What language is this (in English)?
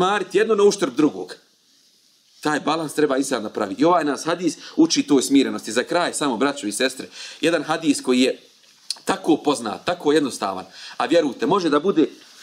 Bosnian